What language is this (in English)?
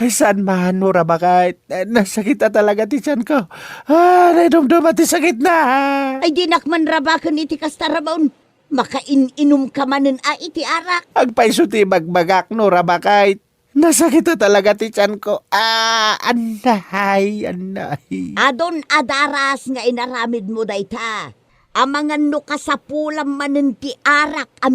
Iloko